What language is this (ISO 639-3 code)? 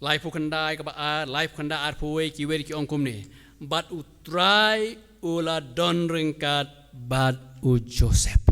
kha